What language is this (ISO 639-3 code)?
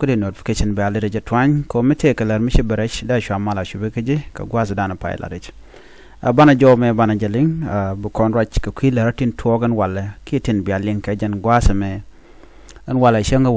nus